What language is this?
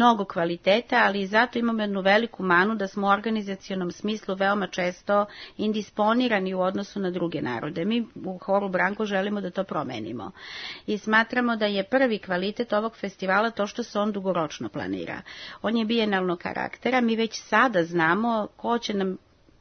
Serbian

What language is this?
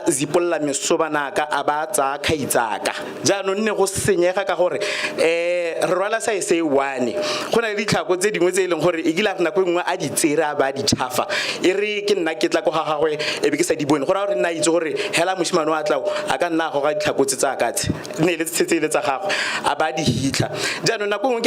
Tswana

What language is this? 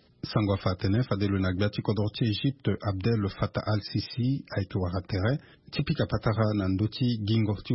Sango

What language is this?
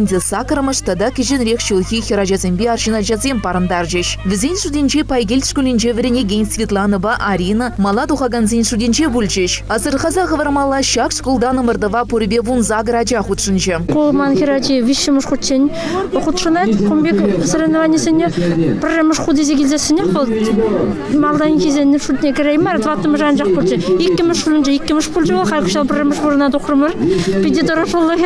Chuvash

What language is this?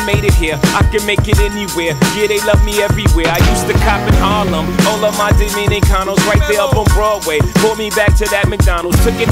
English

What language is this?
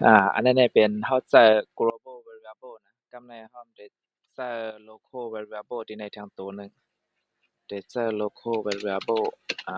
Shan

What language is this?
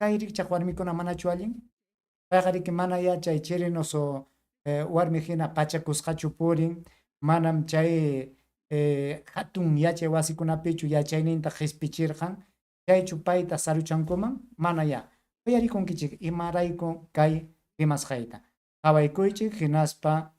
Ayacucho Quechua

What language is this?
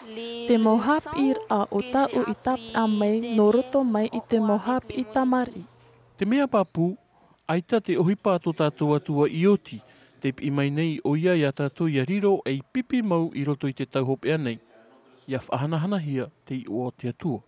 Tahitian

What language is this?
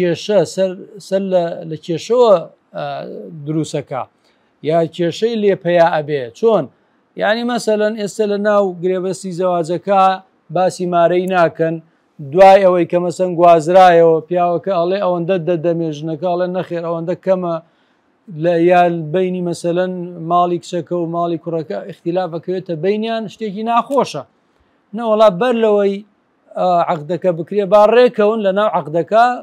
Central Kurdish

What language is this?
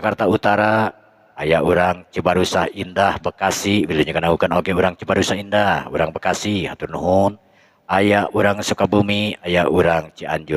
Sundanese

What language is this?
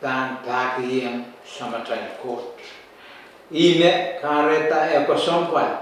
Pohnpeian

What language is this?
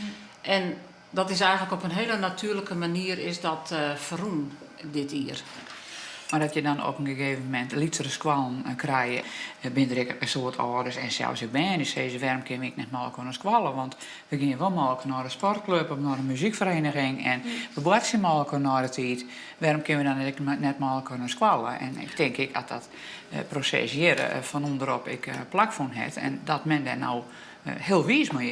Western Frisian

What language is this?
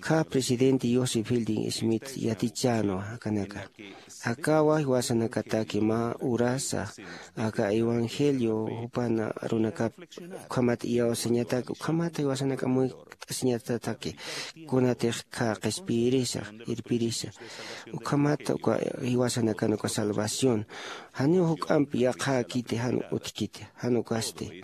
Aymara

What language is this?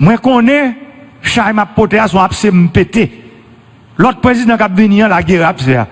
Haitian Creole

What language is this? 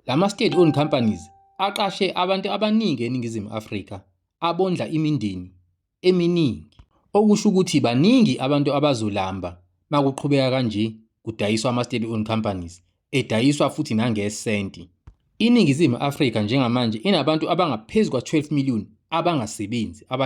Zulu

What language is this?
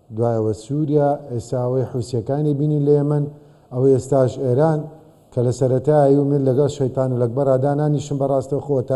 Central Kurdish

